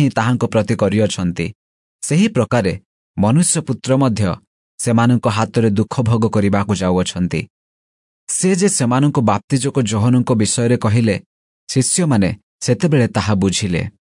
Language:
Odia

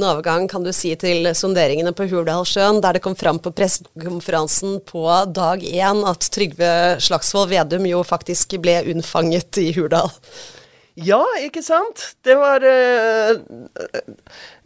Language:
Norwegian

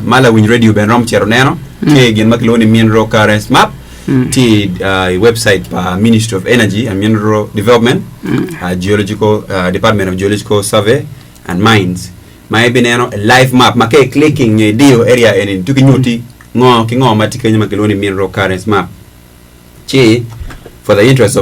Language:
Acoli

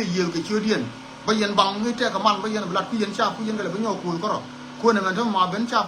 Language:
Nuer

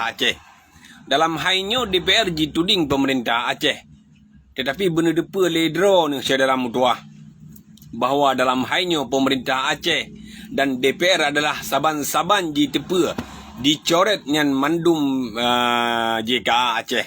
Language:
Achinese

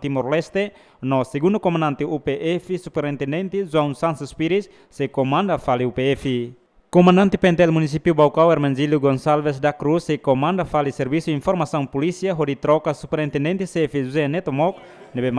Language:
Tetum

